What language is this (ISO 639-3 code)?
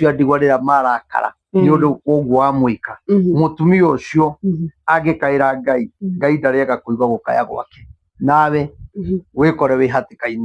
kik